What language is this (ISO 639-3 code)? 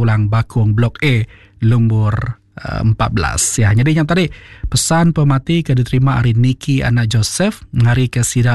iba